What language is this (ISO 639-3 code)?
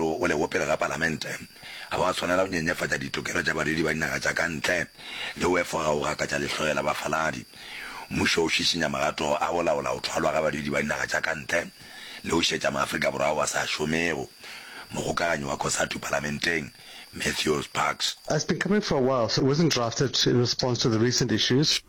nso